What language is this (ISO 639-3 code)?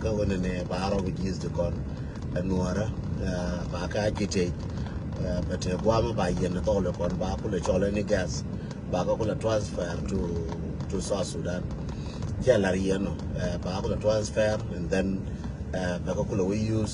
nus